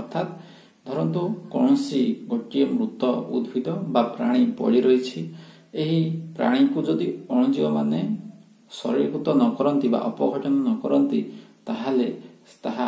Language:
Odia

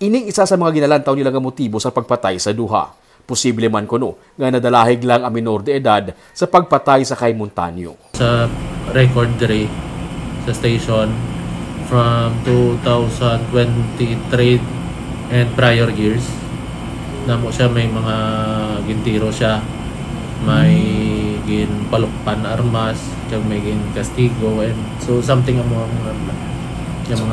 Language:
Hiligaynon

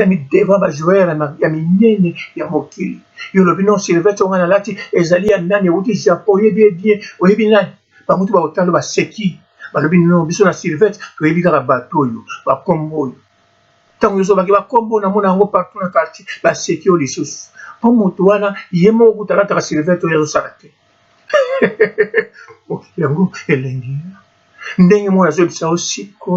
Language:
Lingala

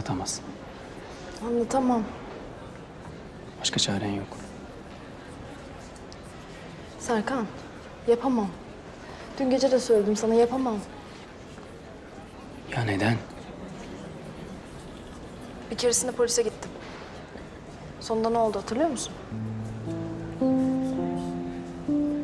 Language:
Turkish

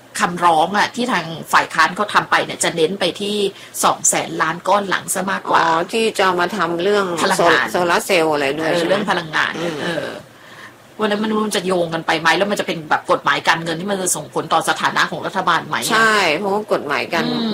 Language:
Thai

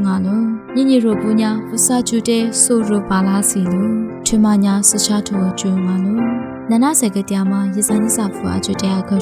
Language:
Lisu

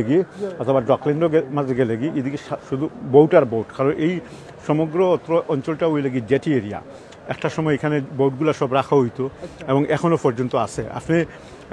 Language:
Sylheti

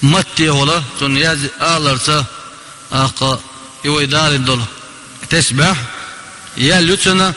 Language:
Chechen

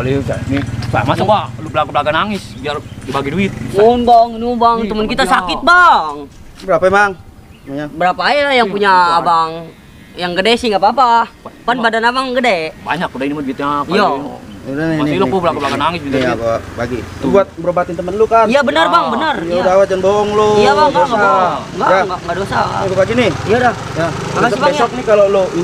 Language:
Betawi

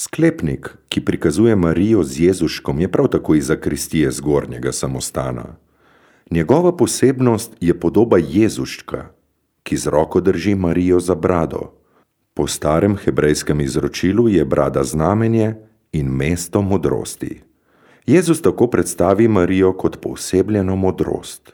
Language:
Slovenian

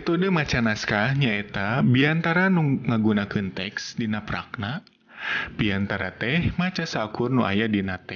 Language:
Sundanese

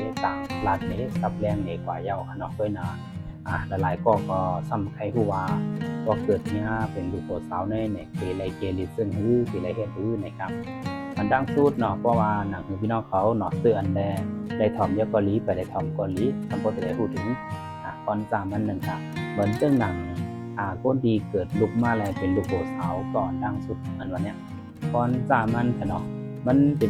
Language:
Shan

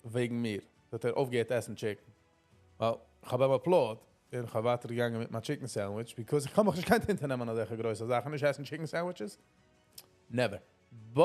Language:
Yiddish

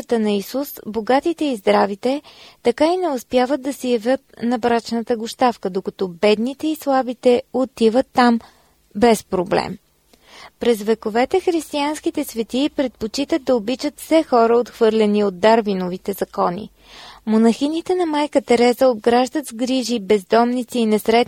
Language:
Bulgarian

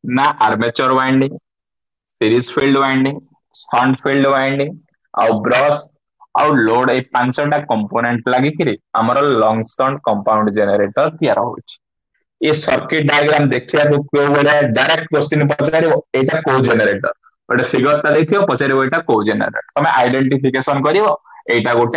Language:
Odia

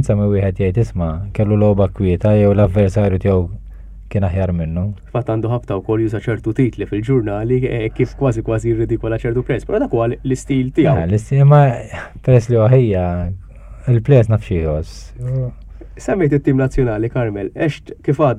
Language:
Maltese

